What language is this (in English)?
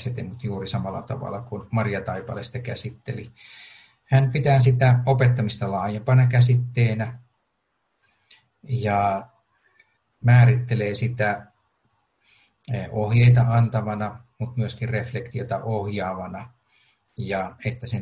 Finnish